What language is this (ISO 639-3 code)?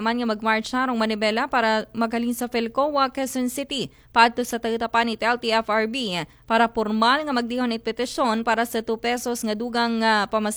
akl